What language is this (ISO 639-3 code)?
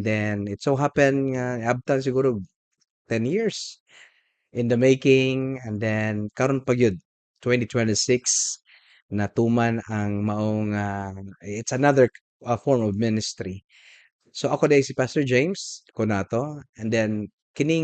ceb